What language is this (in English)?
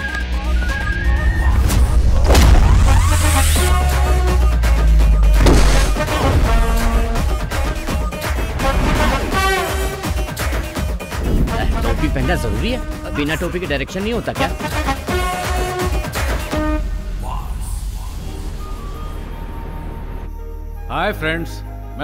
Hindi